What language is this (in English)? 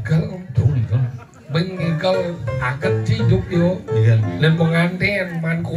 Balinese